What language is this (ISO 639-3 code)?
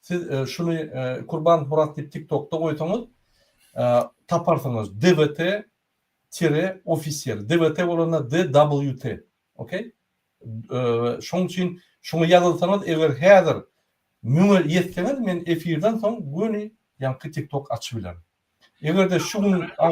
tuk